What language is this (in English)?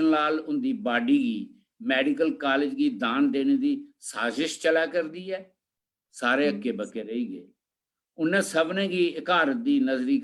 Dogri